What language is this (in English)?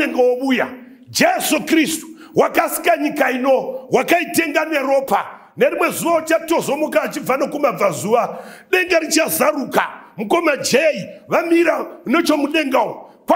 Shona